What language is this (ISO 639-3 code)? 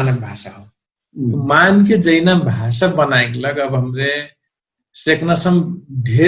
thl